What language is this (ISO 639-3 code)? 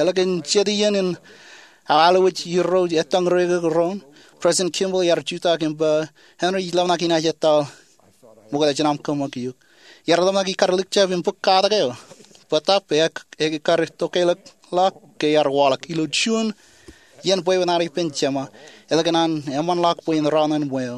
mah